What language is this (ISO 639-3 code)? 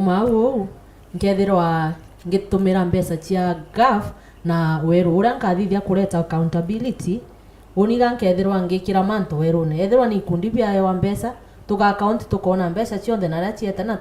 mer